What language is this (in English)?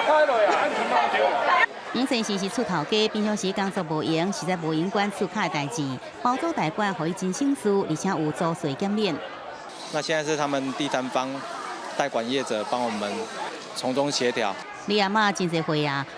Min Nan Chinese